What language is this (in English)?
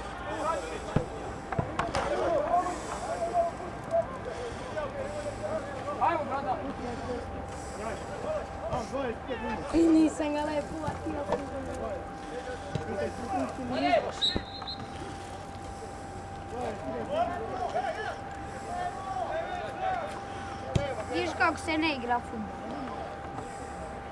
Serbian